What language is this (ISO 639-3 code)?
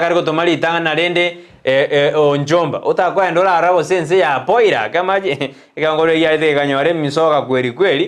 guz